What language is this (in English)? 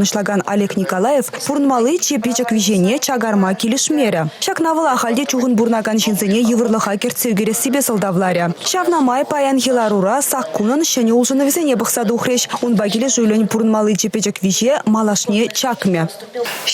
Chuvash